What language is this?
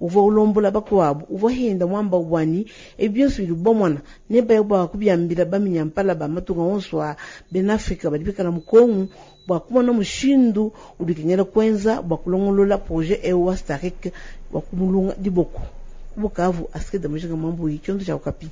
Luba-Lulua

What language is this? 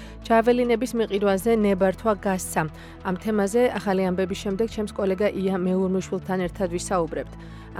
Georgian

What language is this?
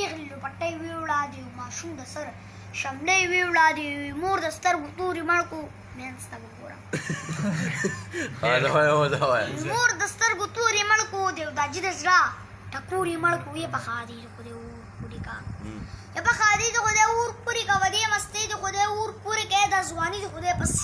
Pashto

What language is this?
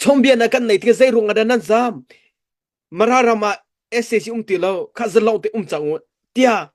Hakha Chin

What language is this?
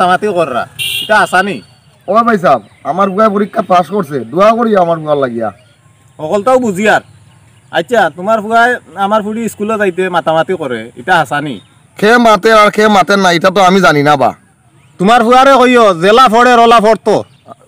Sylheti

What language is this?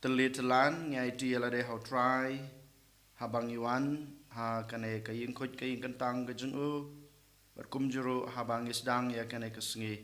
Khasi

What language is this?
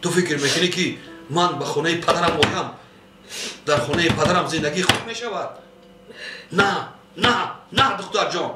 Tajik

